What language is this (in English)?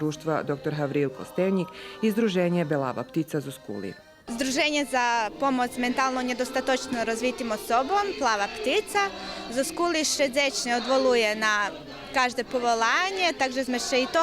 Rusyn